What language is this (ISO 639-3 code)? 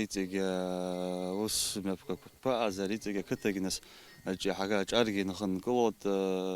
abk